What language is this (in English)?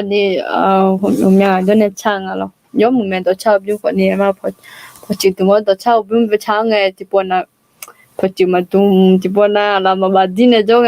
Akha